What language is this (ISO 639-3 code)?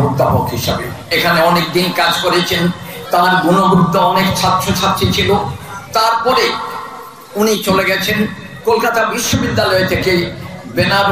ben